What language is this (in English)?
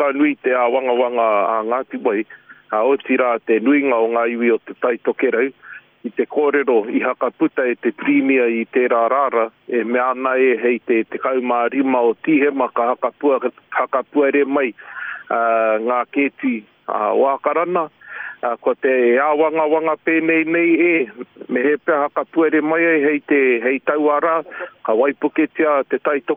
Māori